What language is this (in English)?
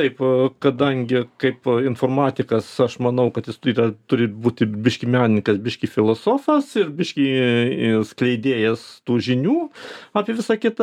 Lithuanian